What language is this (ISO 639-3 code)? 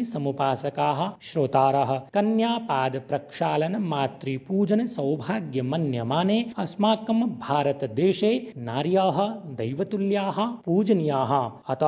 san